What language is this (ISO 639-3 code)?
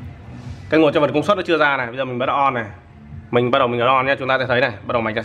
vie